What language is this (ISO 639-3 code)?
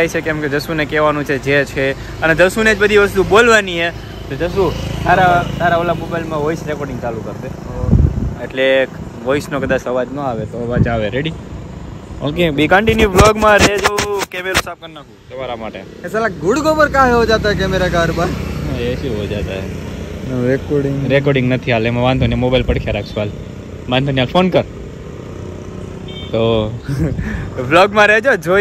guj